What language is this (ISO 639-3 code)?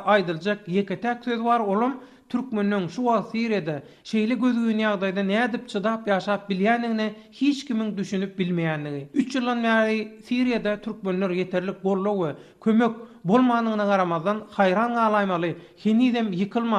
tuk